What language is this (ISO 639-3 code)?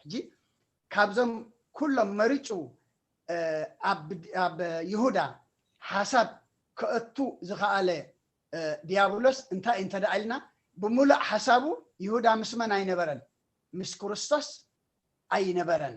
tir